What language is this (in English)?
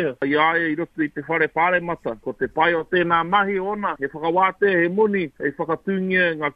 Māori